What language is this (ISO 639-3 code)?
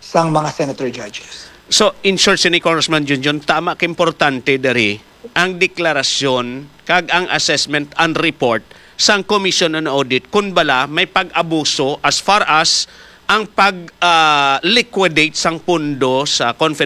hil